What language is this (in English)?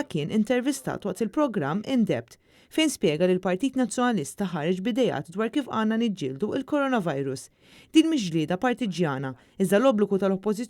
Maltese